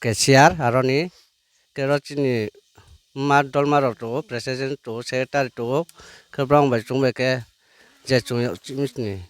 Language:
Riang (India)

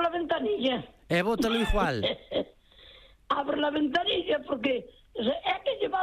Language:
Galician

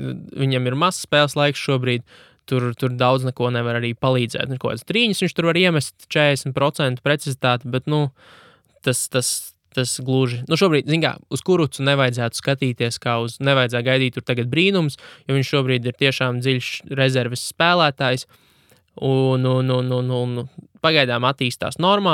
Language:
Latvian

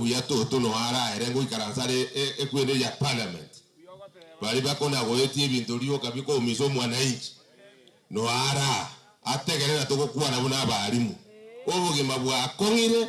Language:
Gusii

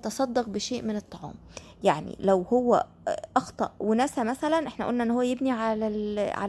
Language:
Egyptian Arabic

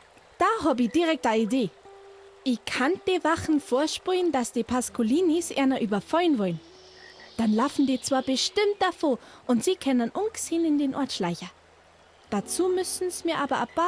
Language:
Bavarian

